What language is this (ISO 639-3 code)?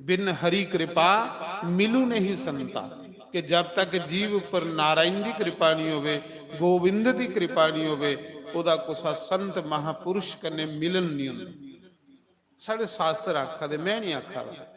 doi